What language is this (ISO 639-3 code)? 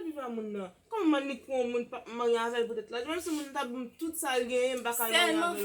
hat